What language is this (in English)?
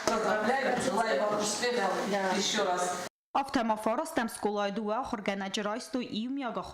Ossetic